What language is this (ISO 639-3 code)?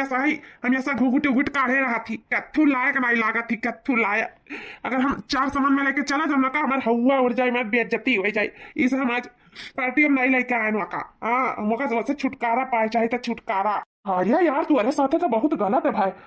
awa